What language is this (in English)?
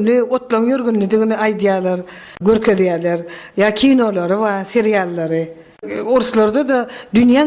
Turkmen